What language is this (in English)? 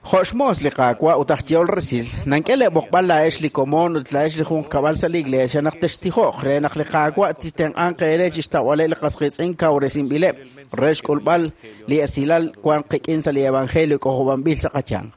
Kekchí